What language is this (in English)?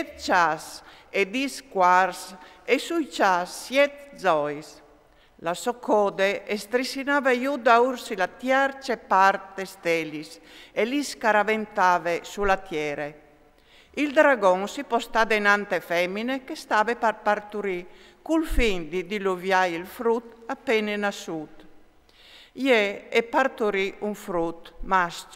Friulian